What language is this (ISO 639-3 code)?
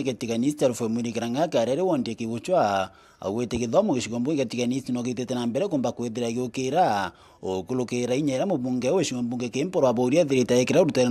mer